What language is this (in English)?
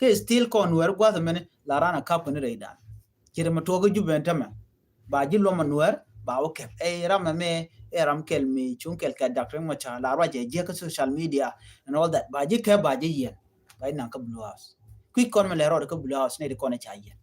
Nuer